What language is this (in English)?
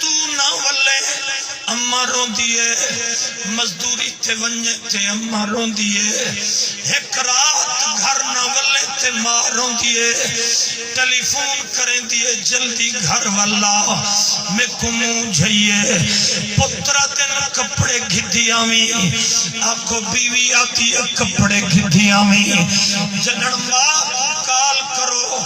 Saraiki